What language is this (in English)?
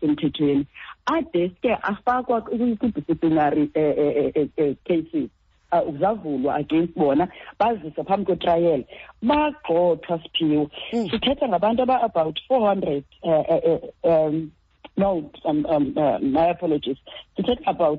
Xhosa